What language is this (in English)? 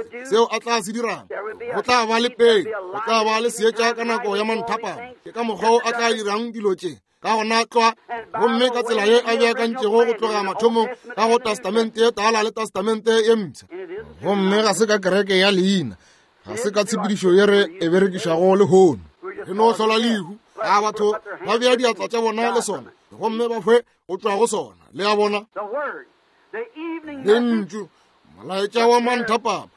Northern Sotho